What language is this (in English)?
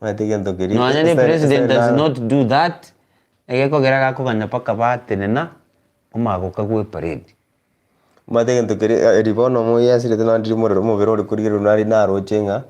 Gusii